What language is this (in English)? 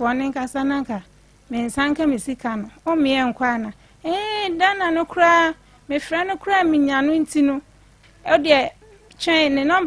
Akan